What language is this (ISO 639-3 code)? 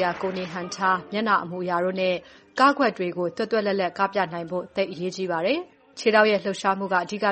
mya